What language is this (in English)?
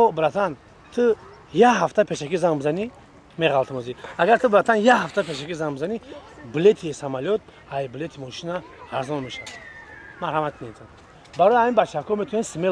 Tajik